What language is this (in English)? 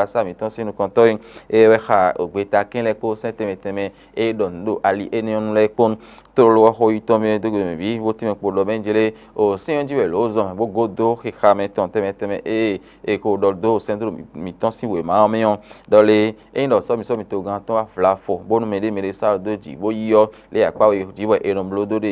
Fon